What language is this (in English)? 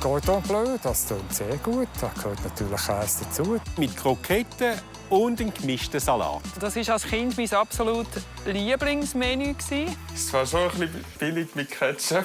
Swiss German